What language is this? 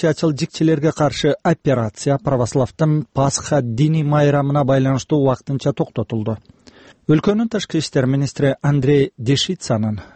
Kyrgyz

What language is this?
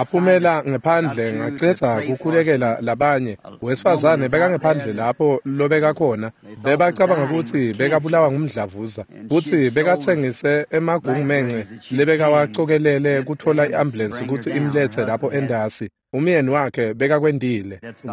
Swati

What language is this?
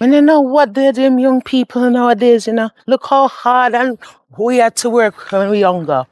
Jamaican Creole English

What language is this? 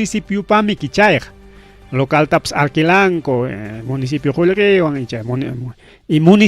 Ayacucho Quechua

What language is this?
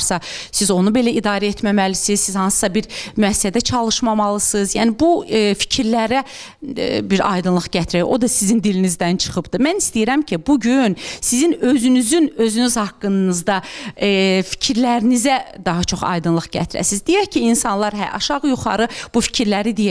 Azerbaijani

